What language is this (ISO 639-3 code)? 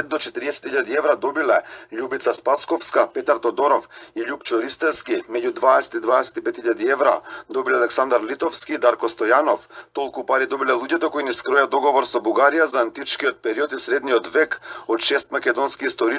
mkd